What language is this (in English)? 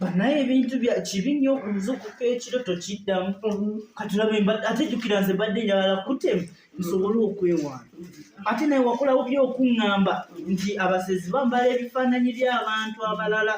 Ganda